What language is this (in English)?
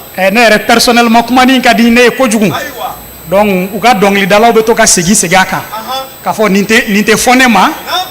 Bambara